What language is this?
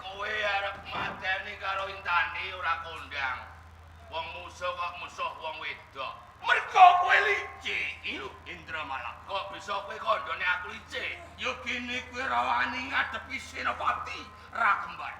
Javanese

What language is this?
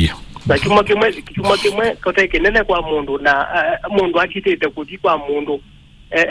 Kamba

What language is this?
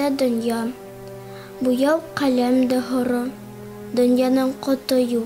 Bashkir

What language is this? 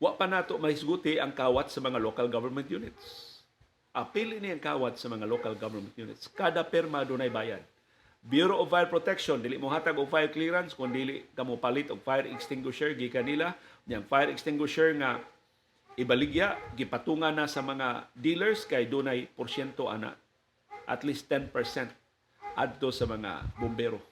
Cebuano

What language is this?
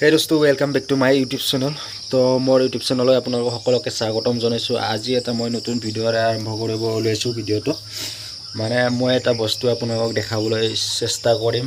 Assamese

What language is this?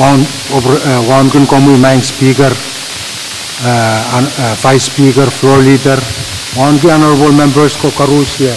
Pohnpeian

